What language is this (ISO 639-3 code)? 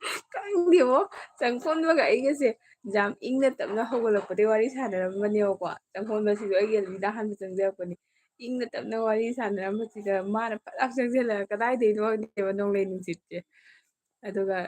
mni